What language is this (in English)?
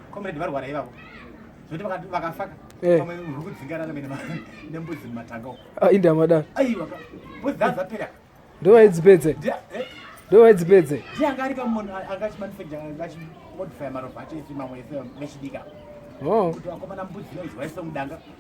Shona